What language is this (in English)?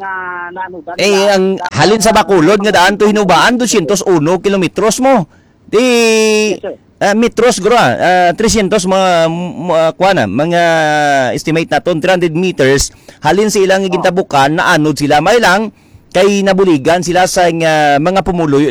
Hiligaynon